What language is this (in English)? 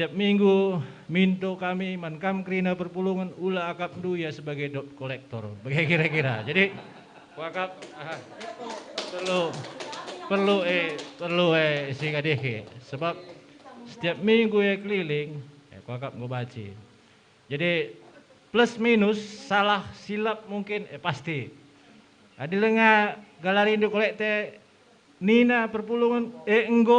Batak Karo